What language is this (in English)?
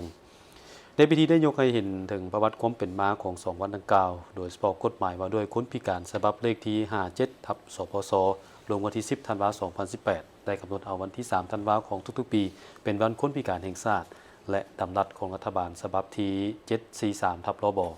Lao